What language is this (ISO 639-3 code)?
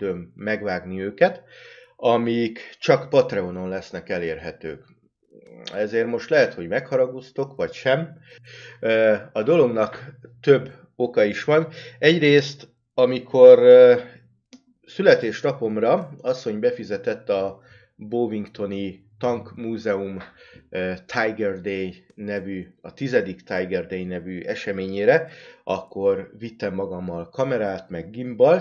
hun